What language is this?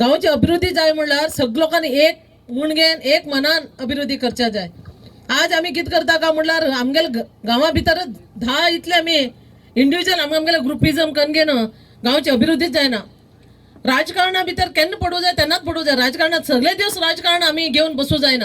Konkani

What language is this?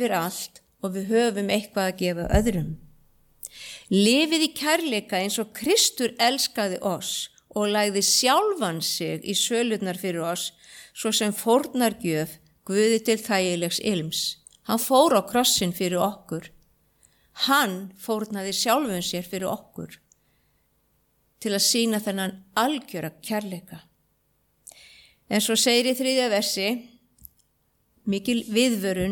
Icelandic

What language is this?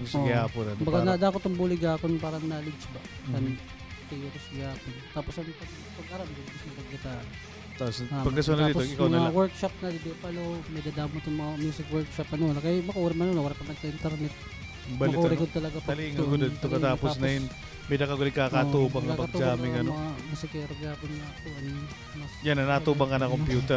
Waray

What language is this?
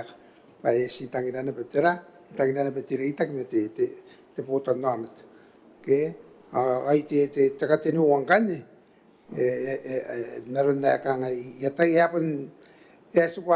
Gilbertese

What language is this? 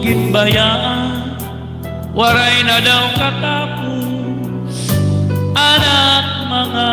Waray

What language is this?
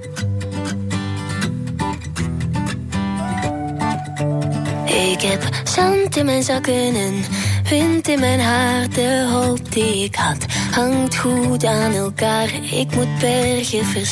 Dutch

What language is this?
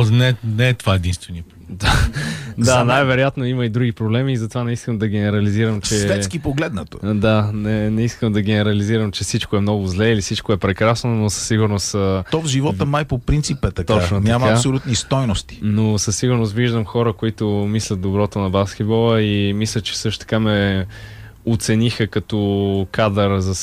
Bulgarian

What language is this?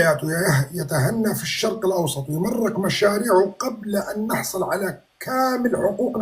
North Levantine Arabic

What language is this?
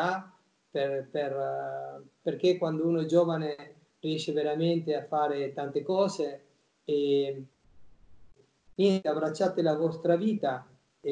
Italian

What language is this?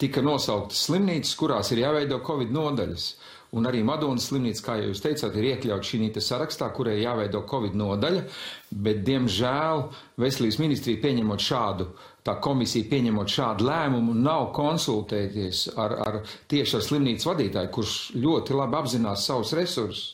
Latvian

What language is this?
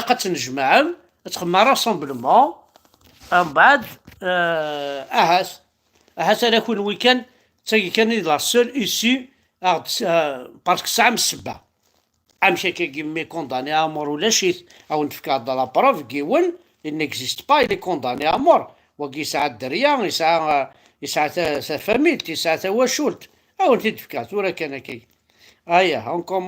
Kabyle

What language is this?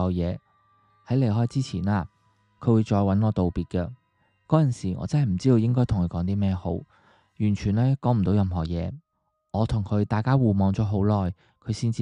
Cantonese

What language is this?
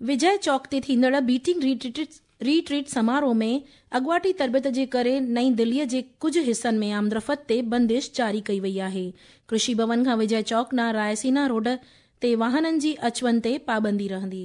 Sindhi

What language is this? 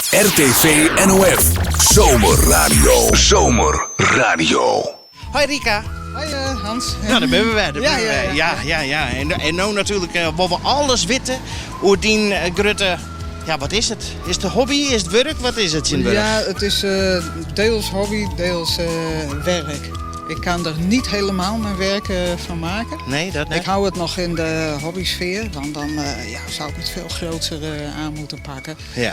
Western Frisian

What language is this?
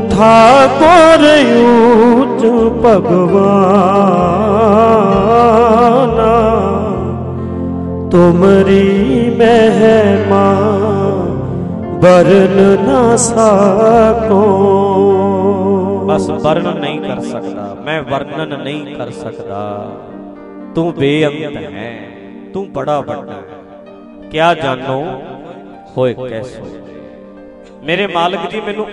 Punjabi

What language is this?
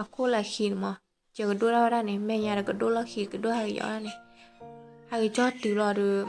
S'gaw Karen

